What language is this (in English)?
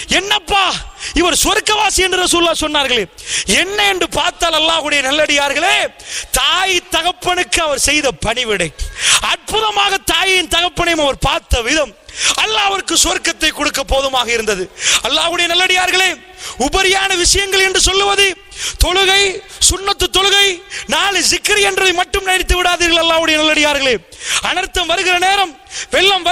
Tamil